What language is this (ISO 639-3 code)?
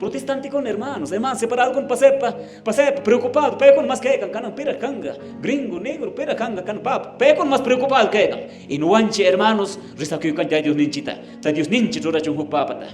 que